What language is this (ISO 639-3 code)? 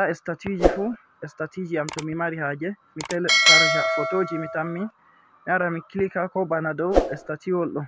ful